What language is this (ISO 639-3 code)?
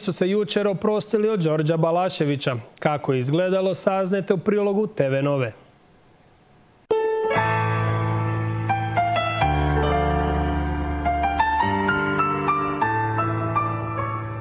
hrv